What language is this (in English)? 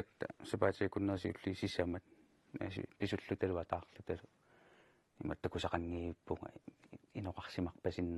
Kalaallisut